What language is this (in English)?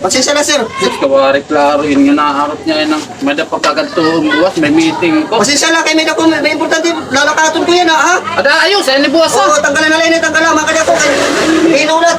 Waray